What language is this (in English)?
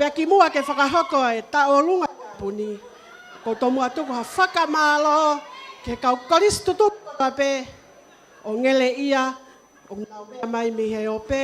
Tongan